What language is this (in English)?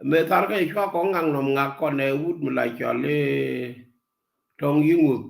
Nuer